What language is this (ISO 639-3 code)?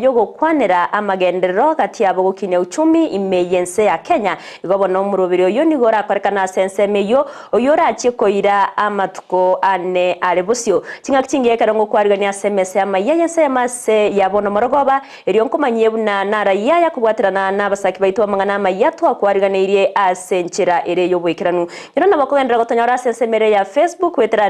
guz